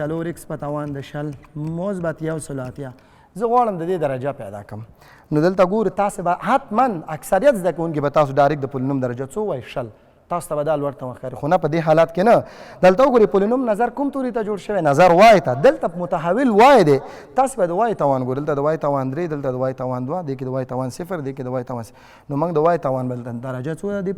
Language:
Pashto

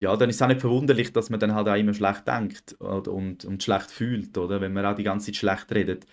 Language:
Swiss German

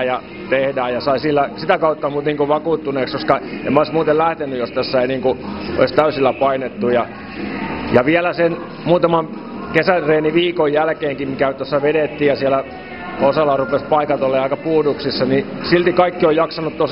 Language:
Finnish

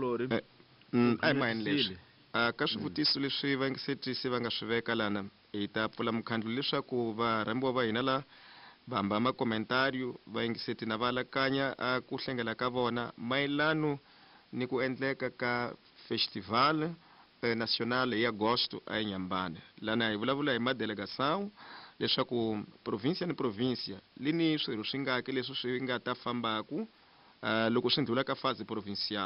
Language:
Tsonga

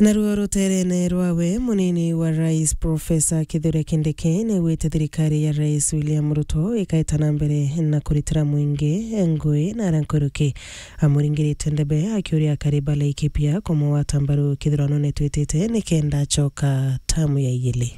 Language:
Meru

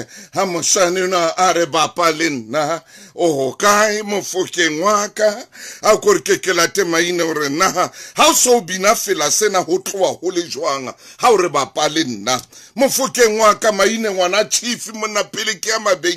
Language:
Southern Sotho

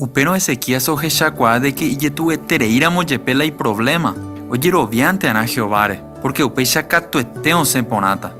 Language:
Guarani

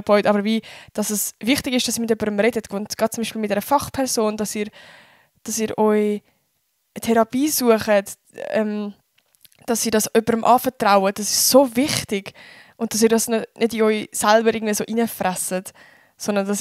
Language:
Swiss German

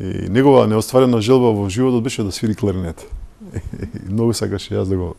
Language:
Macedonian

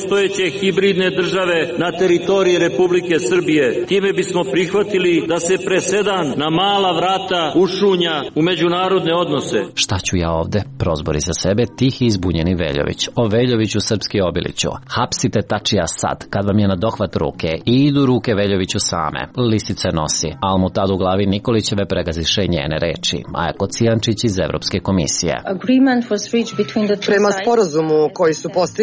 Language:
Serbian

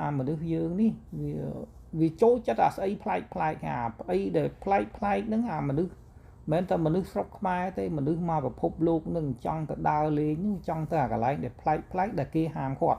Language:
Khmer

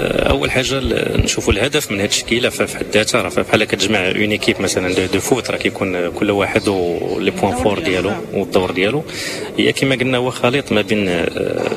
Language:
Moroccan Arabic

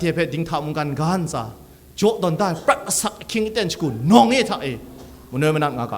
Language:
Kachin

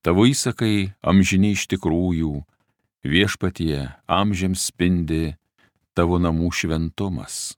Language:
Lithuanian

